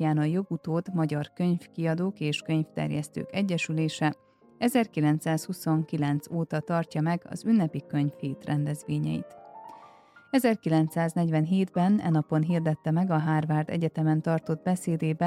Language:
Hungarian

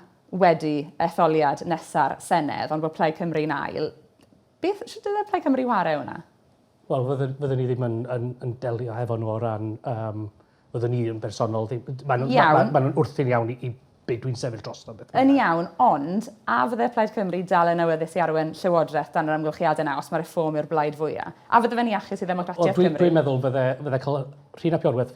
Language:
Welsh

